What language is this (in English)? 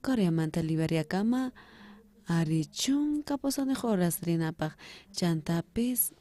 South Bolivian Quechua